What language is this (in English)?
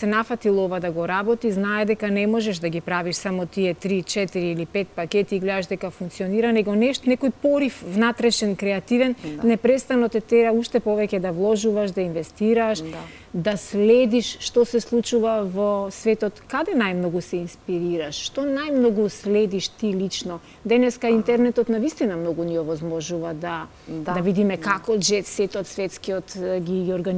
Macedonian